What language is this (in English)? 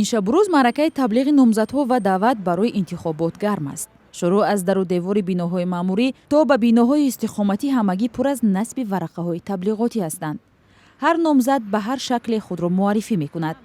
Tajik